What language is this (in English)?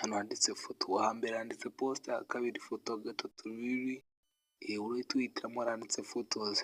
Kinyarwanda